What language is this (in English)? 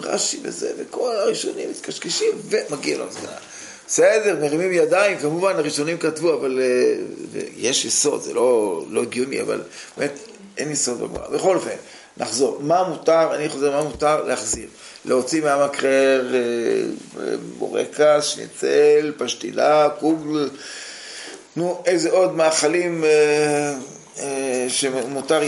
Hebrew